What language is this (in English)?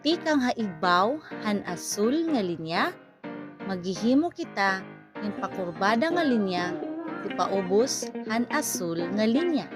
Waray